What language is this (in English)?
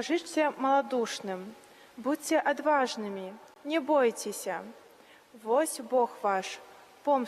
Belarusian